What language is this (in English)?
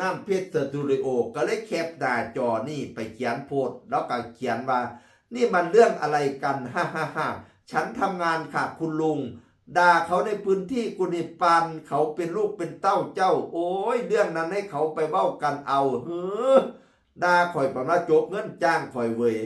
Northeastern Thai